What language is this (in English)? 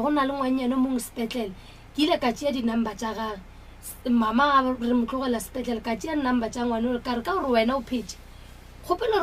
Northern Sotho